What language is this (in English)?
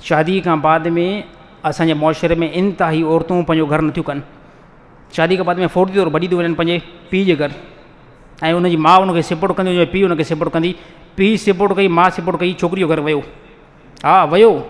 Sindhi